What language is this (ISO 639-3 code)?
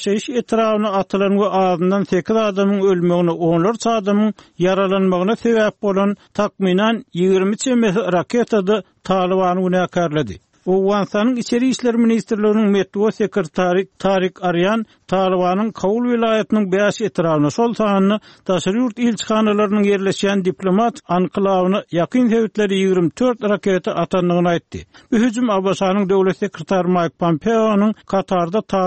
tuk